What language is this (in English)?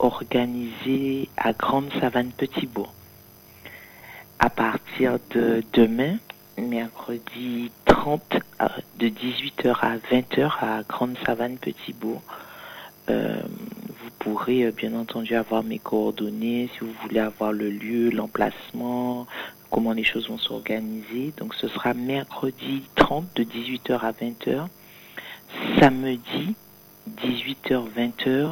French